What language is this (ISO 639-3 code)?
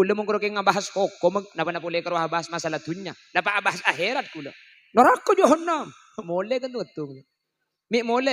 mad